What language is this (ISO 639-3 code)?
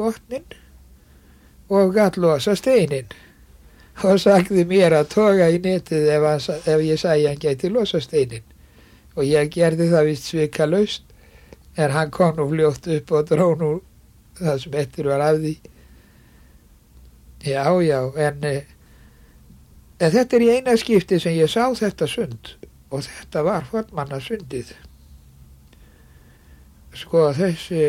isl